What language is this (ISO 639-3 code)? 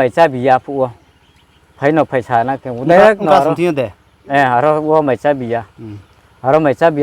ria